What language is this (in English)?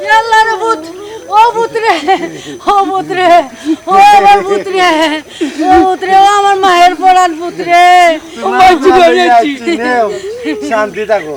Sylheti